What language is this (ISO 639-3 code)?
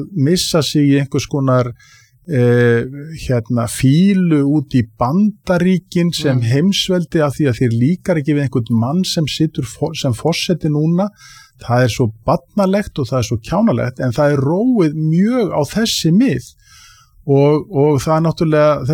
isl